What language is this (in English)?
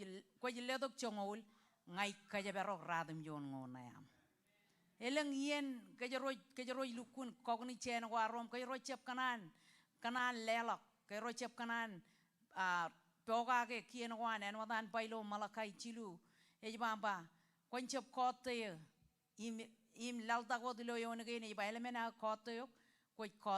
Marshallese